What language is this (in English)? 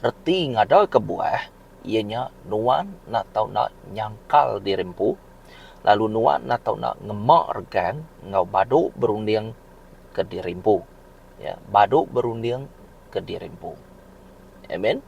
Iban